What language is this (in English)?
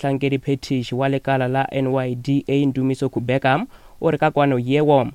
Northern Sotho